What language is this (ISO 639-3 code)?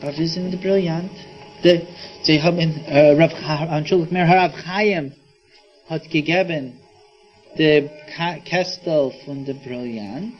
yid